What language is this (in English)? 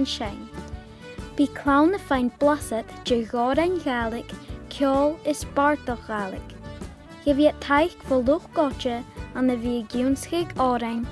Scottish Gaelic